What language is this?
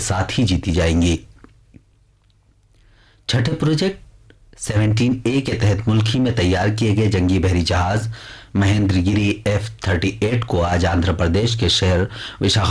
Urdu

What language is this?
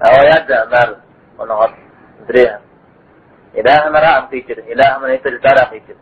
Kabardian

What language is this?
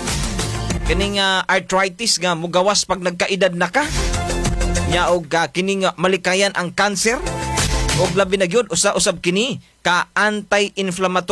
Cebuano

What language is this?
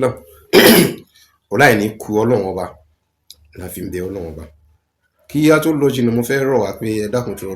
Yoruba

